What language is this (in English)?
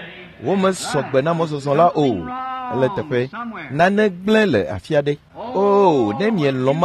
Ewe